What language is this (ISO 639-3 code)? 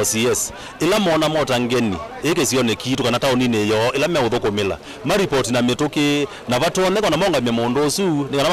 kam